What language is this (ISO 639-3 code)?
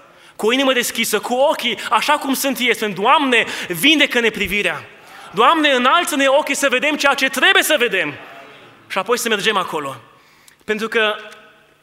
ron